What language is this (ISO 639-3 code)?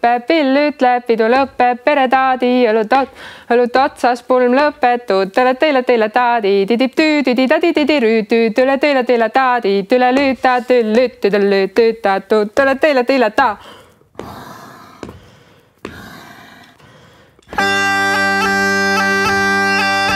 est